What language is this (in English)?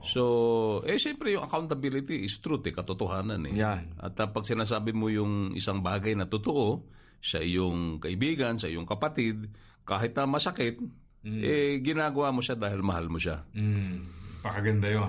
Filipino